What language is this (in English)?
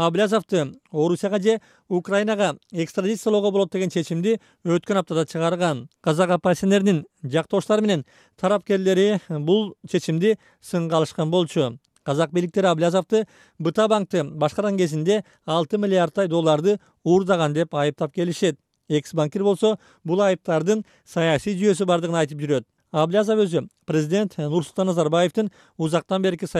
Kyrgyz